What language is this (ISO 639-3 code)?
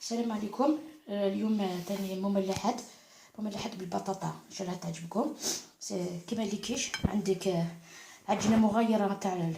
arq